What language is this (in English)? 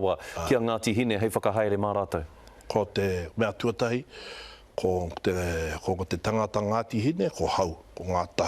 Māori